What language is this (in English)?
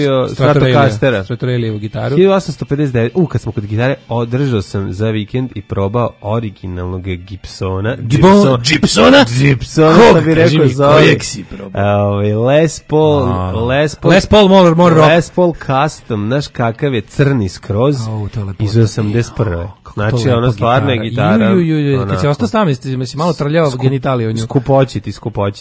Serbian